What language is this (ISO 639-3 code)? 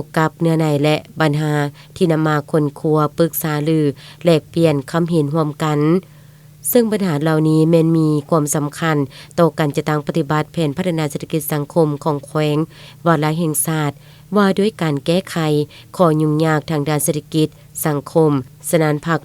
lao